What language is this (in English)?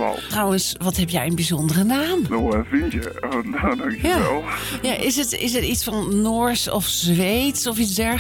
Dutch